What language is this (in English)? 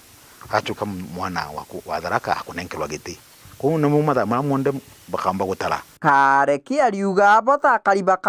Meru